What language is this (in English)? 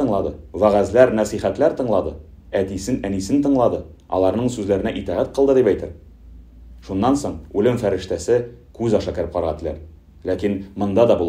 Tatar